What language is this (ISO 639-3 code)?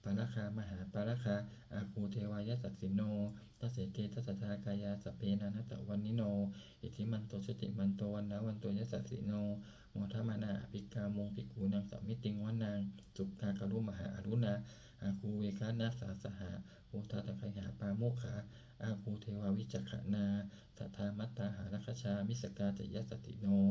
pli